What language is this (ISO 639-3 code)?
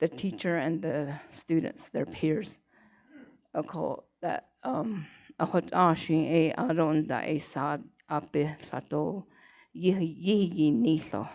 nav